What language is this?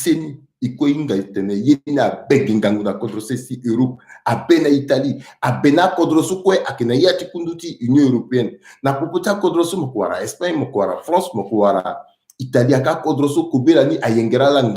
Sango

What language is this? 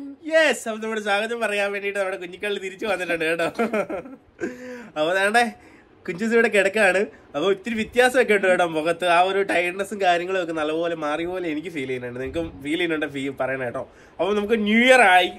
Malayalam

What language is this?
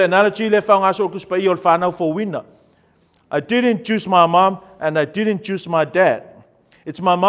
Samoan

